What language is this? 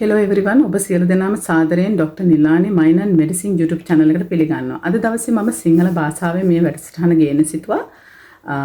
Sinhala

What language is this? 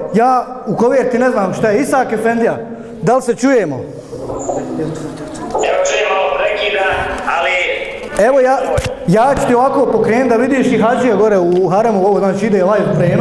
Bosnian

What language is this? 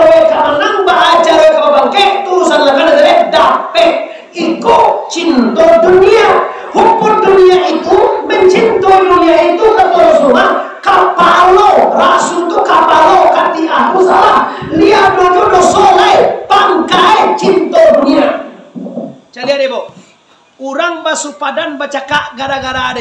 Minangkabau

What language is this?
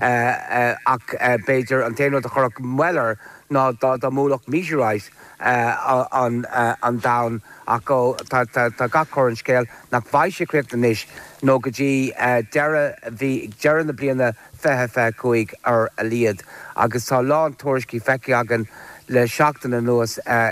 Irish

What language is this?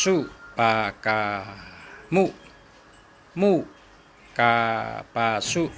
Shan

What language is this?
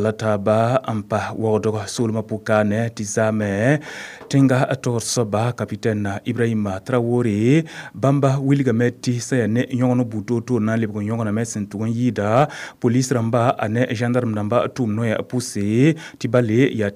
Mossi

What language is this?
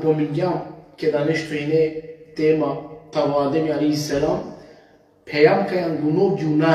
Balkan Romani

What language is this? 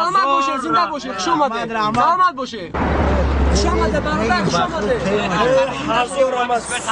Tajik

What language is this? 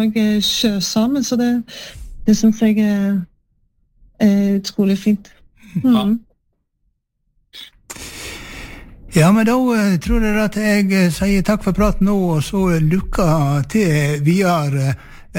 Norwegian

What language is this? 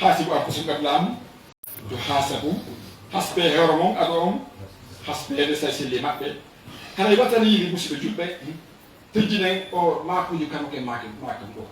Fula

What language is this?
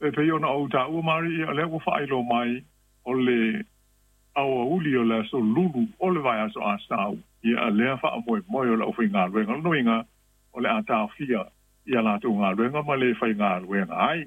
Samoan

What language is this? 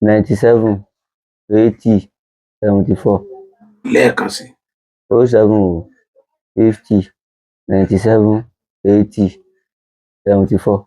Yoruba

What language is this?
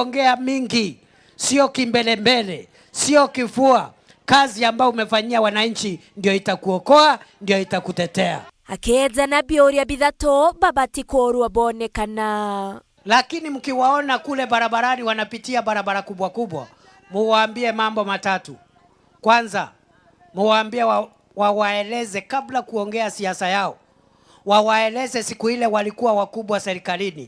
Meru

